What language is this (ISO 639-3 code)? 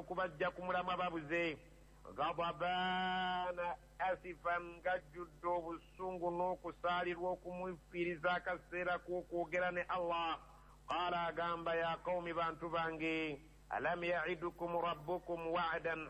lug